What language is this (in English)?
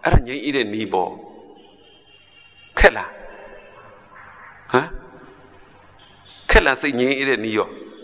Burmese